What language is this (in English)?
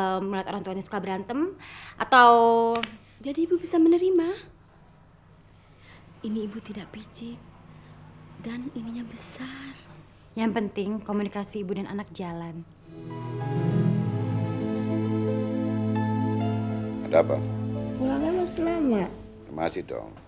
Indonesian